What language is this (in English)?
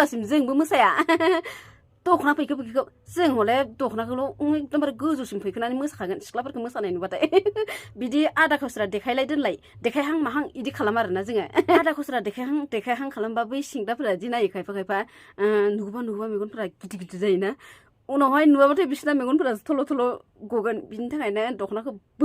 Bodo